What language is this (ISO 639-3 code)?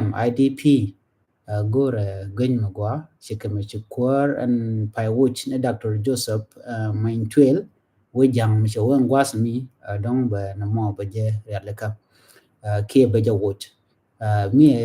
nus